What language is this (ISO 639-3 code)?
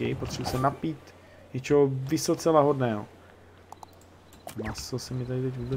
ces